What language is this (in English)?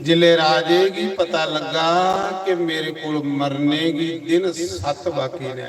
Dogri